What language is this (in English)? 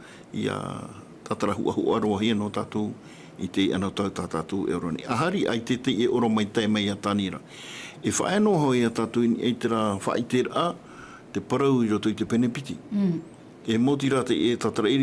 Tahitian